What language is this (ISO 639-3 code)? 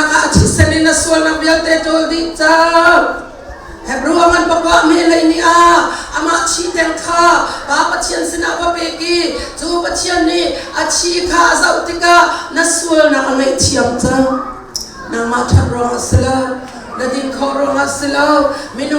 cnh